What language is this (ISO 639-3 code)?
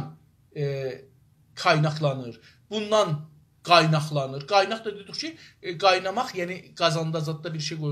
azb